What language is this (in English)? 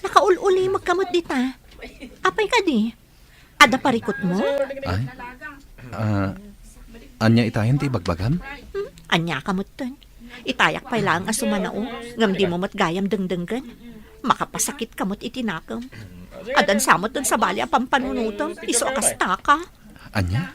Iloko